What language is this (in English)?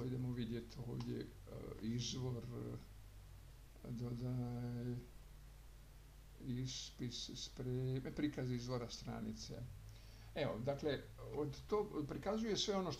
Croatian